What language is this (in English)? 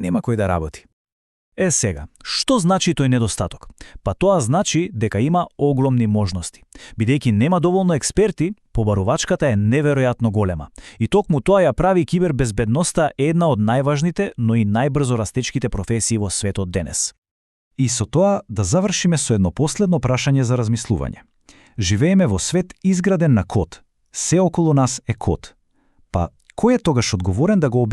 Macedonian